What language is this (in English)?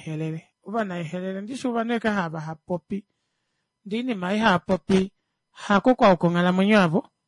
Kuanyama